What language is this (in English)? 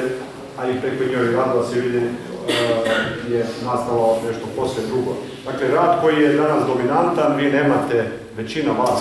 Croatian